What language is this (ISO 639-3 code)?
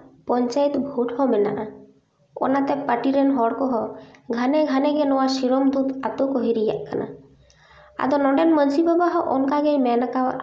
sat